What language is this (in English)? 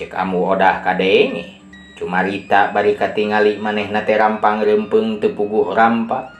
Sundanese